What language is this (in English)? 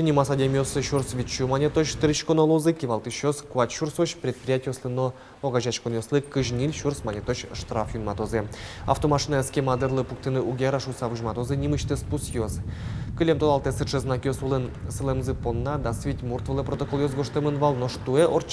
Udmurt